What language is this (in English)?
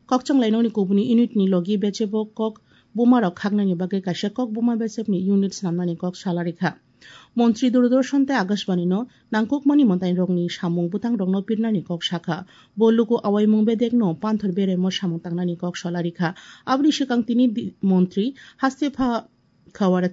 Kok Borok